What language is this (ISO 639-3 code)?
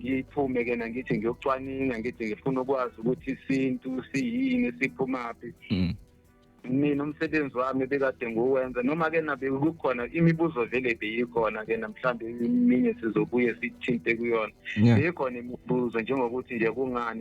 zul